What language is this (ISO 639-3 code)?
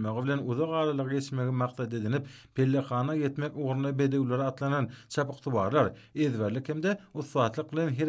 tuk